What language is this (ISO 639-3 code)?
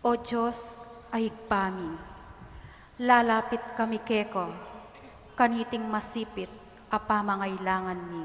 pam